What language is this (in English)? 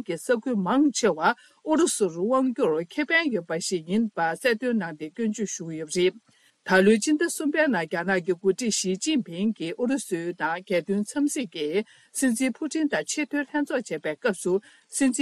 Tibetan